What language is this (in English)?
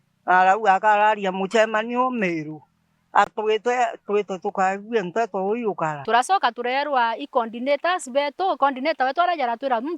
Meru